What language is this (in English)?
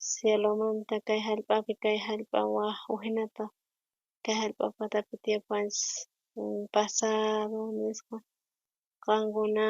South Bolivian Quechua